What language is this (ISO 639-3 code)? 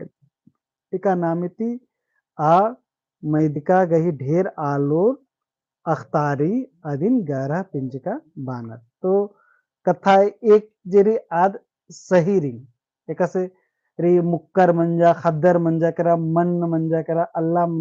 kru